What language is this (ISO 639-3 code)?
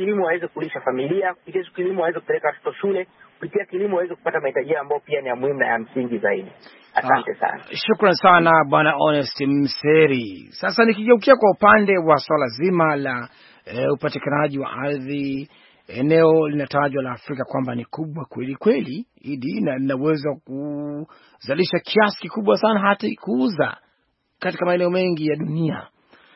swa